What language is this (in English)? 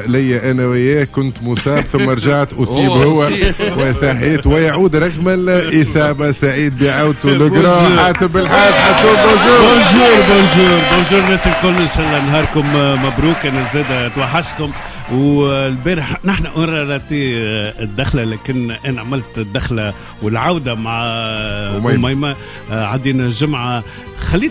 Tunisian Arabic